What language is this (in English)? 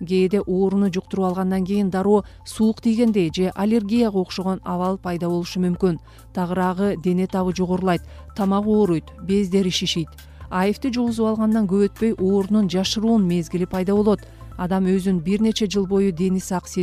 Kyrgyz